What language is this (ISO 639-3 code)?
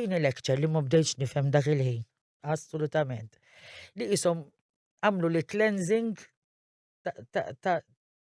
mlt